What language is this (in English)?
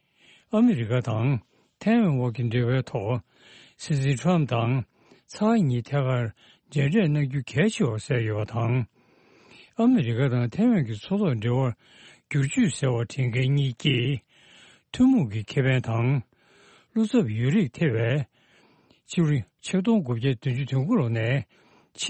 Tibetan